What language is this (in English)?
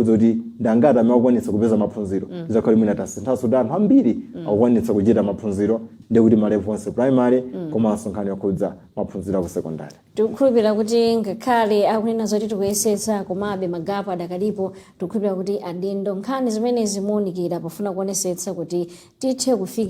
Nyanja